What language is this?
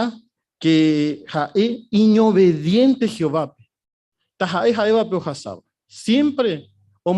Guarani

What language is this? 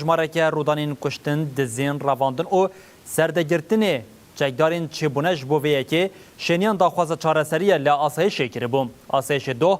Kurdish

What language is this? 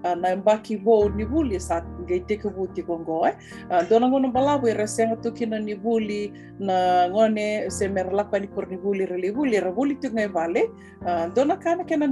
Fijian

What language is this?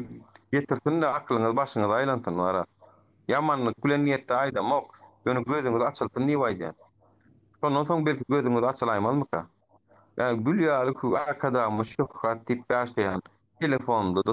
Turkmen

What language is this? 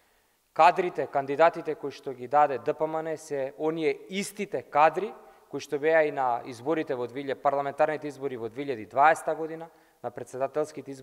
Macedonian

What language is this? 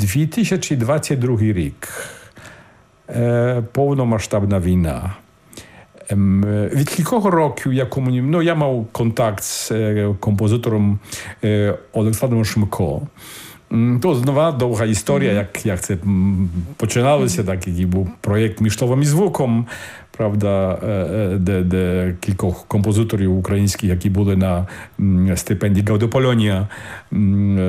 Ukrainian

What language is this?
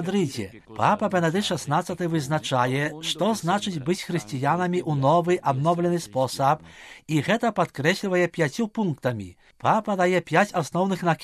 Belarusian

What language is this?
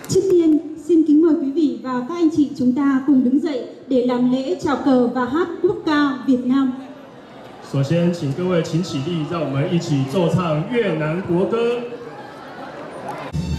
Vietnamese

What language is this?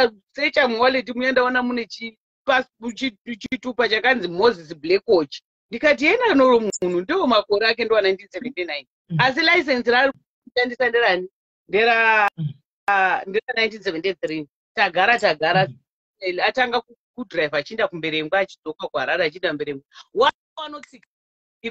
Shona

